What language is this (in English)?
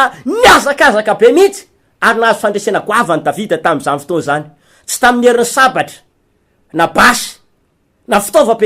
Malagasy